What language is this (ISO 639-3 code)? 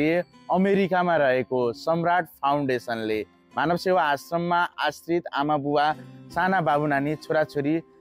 nep